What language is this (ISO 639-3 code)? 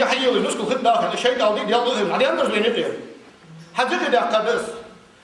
inh